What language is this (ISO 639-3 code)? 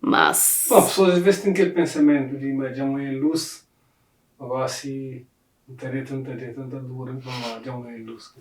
kea